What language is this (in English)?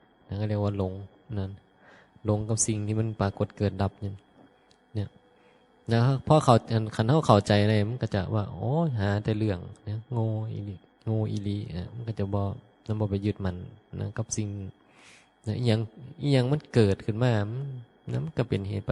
Northeastern Thai